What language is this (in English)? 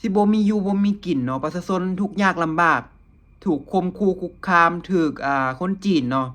Lao